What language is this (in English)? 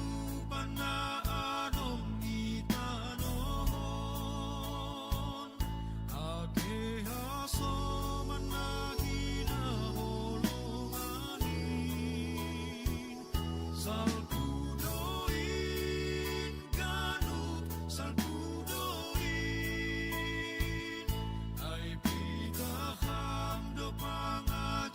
Batak Simalungun